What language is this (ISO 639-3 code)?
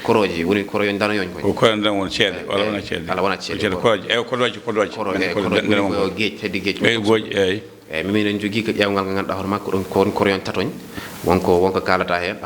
ful